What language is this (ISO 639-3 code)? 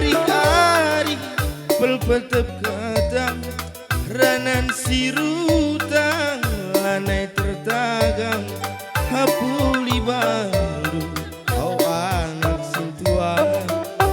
btx